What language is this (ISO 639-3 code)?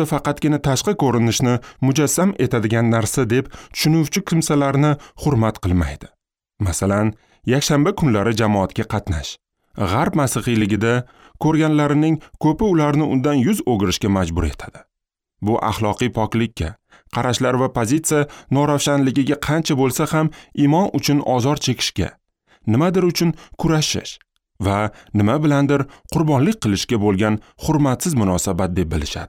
uzb